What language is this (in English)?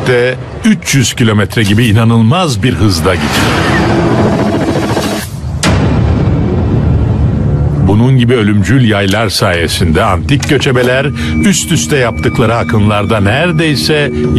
Turkish